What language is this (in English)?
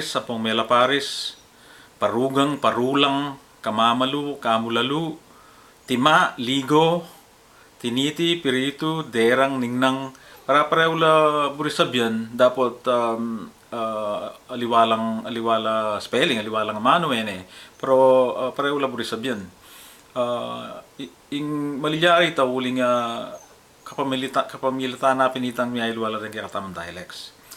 Pampanga